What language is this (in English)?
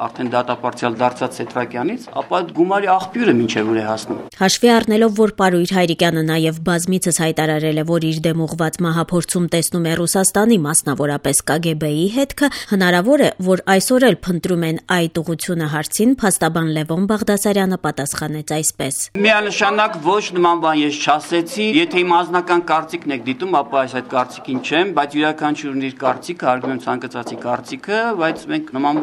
Armenian